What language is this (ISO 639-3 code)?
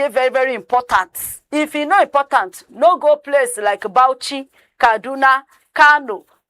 pcm